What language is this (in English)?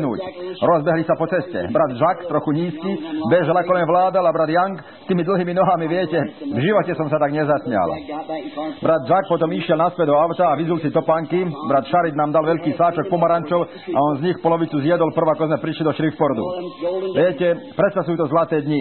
Slovak